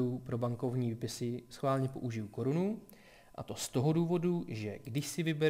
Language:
Czech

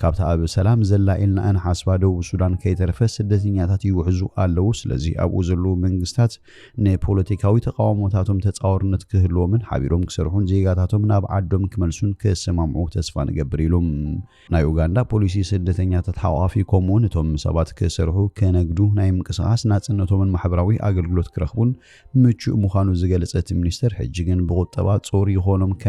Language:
Tigrinya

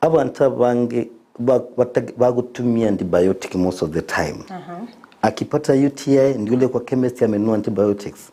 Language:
Gusii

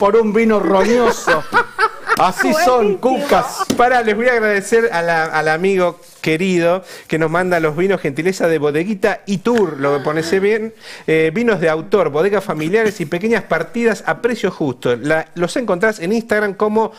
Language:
Spanish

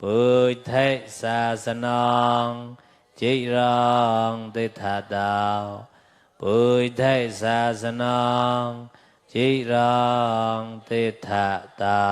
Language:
Mon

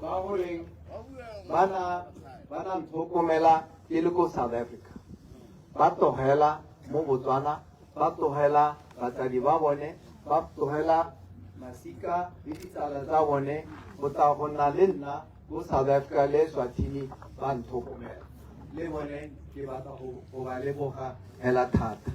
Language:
Tswana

